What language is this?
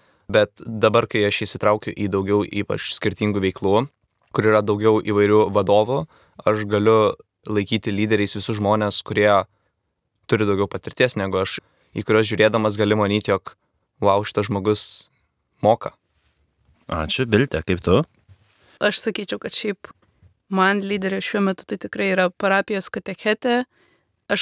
Lithuanian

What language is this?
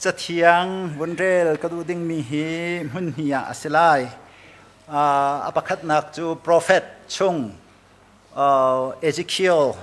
Hakha Chin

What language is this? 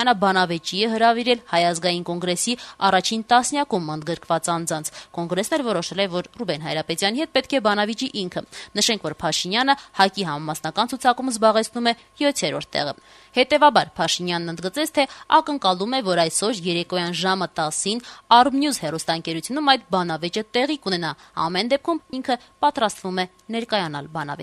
Armenian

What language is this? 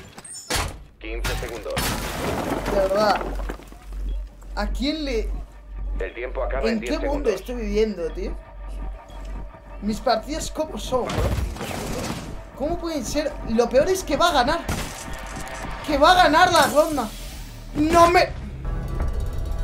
Spanish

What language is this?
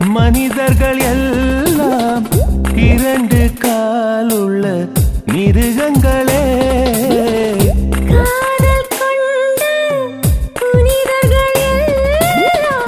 Tamil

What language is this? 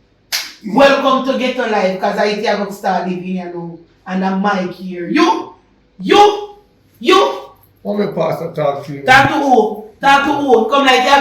Jamaican Creole English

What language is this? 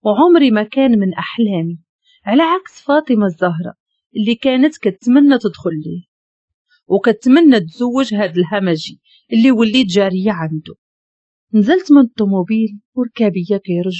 Moroccan Arabic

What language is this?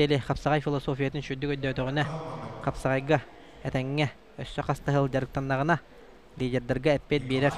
Yakut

